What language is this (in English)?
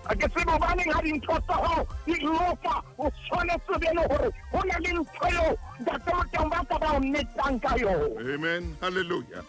Southern Sotho